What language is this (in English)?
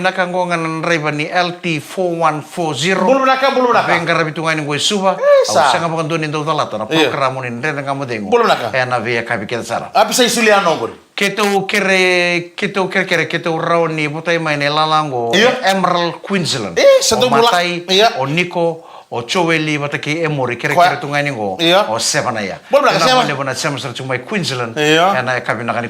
Fijian